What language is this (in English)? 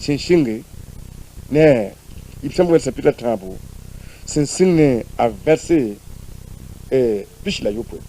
Mossi